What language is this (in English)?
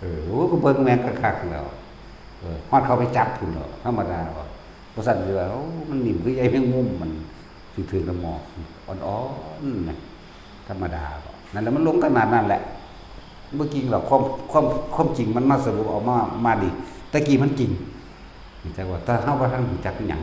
Northeastern Thai